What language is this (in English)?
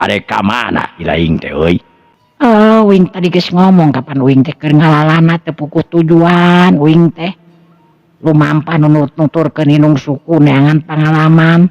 Sundanese